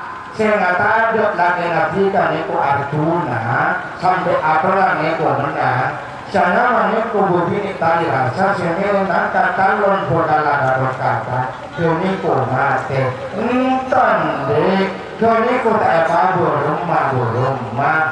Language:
Madurese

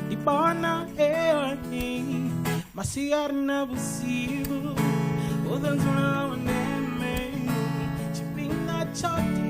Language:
Venda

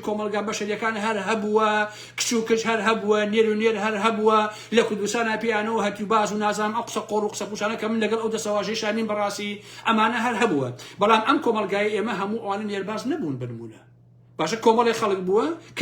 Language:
Central Kurdish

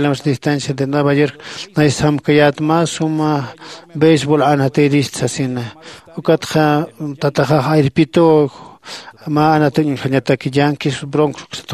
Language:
Aymara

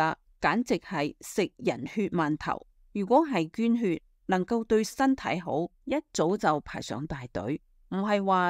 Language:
Cantonese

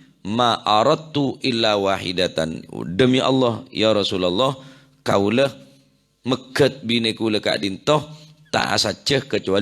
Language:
Madurese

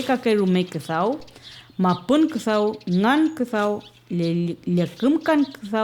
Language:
Mapuche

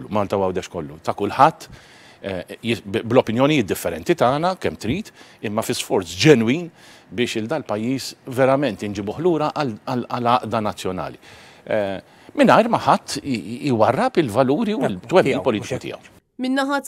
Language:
Maltese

